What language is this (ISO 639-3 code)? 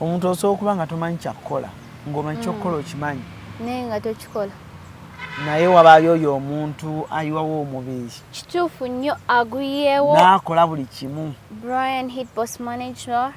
lug